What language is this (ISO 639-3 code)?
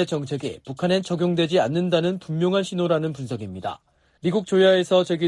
kor